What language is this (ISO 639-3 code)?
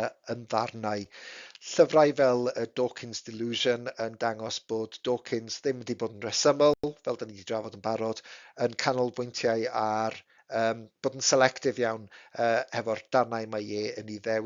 cym